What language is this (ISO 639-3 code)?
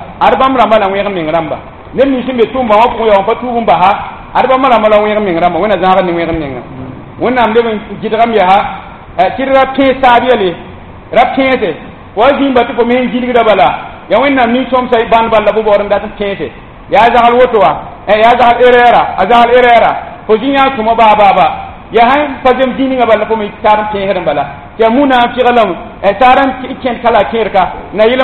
mos